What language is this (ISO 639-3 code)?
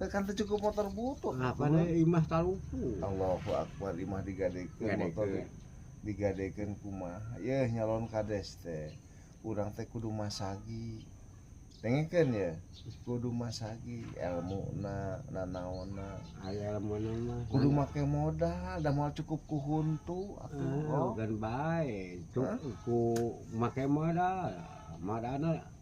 sun